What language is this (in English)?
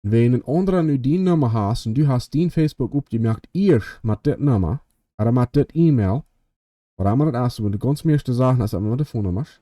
Plautdietsch